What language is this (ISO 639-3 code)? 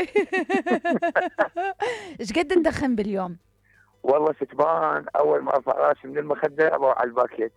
acm